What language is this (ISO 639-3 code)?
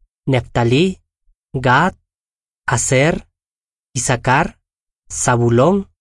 que